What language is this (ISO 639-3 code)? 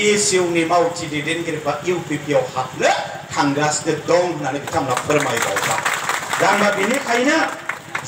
brx